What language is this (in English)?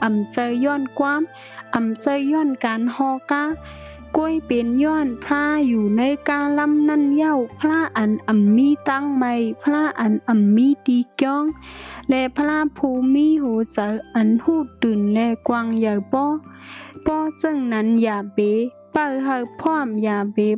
Shan